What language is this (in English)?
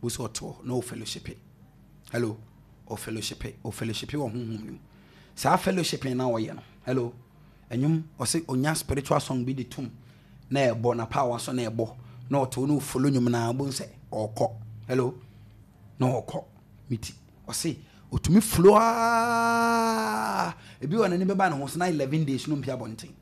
Akan